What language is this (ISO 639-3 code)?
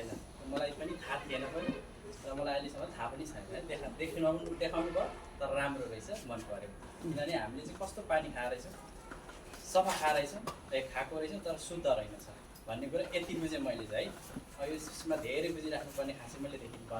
nep